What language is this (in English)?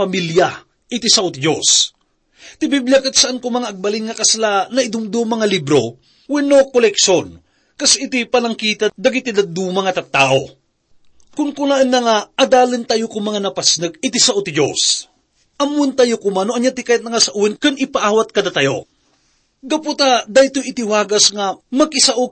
Iloko